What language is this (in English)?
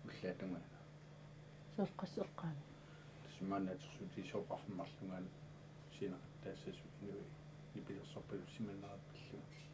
Kalaallisut